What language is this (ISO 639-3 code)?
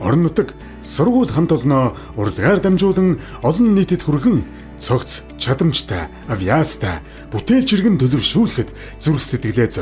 mon